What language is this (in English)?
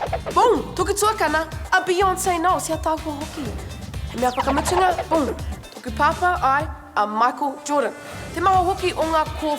Māori